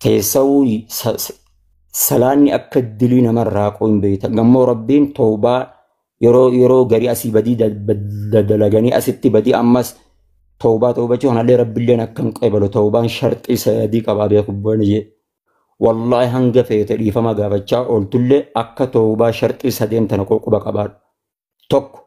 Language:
Oromo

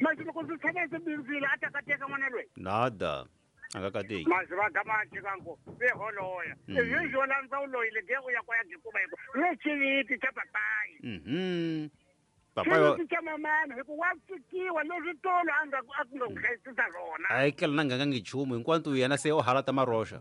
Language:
Tsonga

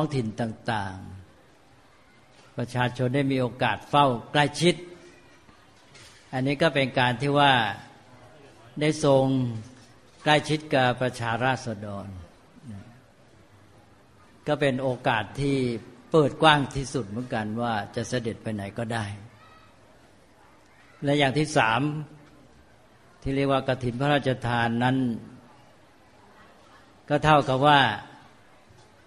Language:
Thai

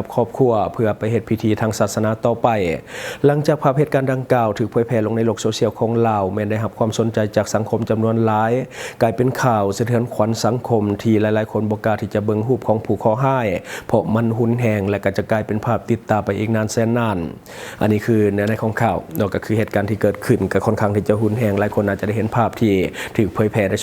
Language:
Lao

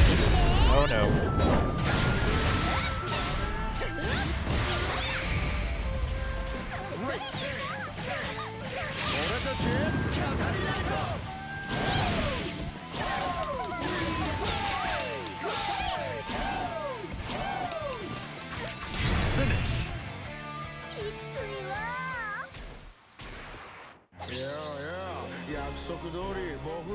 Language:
Japanese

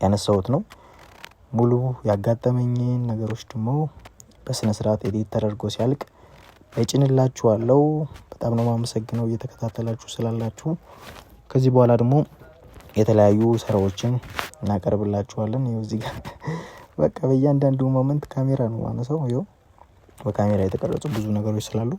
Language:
Amharic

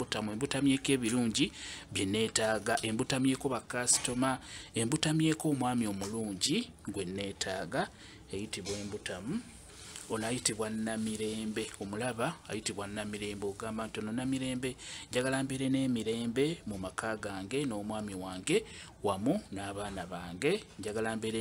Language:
Ganda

